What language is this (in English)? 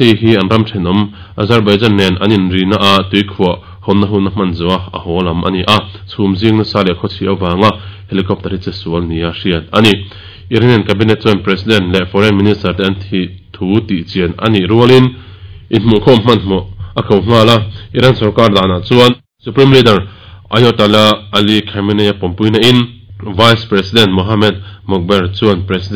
Mizo